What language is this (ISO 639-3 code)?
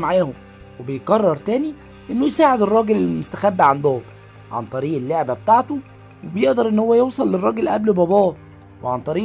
arz